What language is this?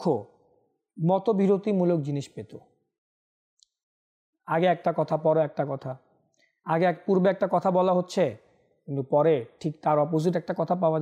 Bangla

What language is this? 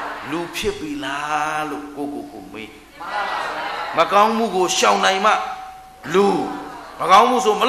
Burmese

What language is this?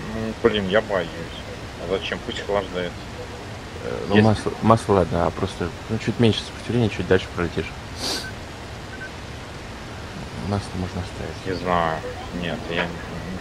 Russian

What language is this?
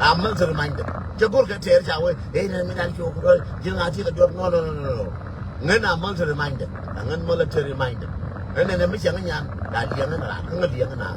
Nuer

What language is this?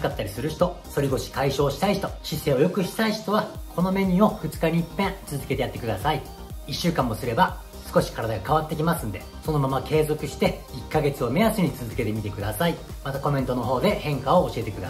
Japanese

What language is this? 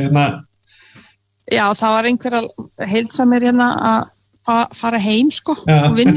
Icelandic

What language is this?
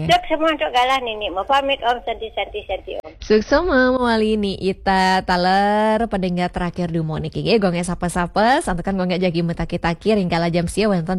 Balinese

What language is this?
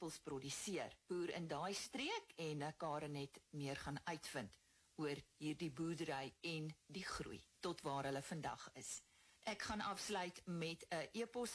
Afrikaans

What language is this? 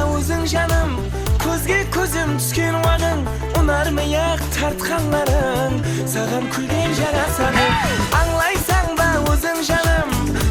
Kara-Kalpak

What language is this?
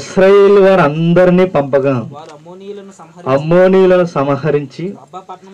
Telugu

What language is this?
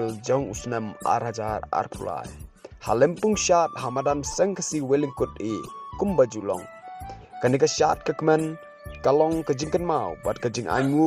Khasi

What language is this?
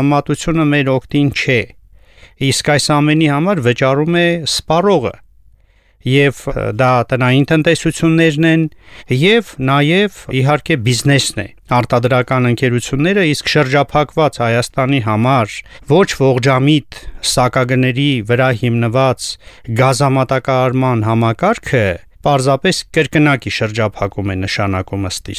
Armenian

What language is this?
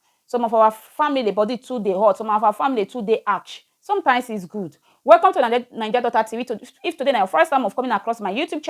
Nigerian Pidgin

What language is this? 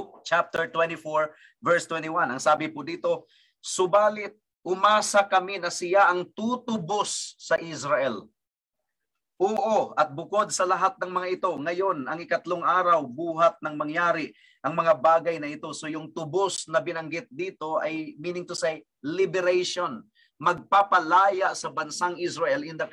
Filipino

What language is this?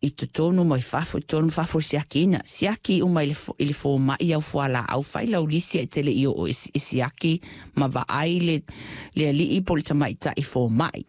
Samoan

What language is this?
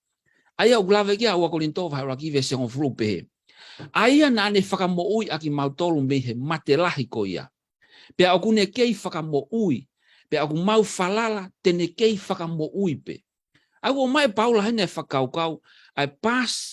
Tongan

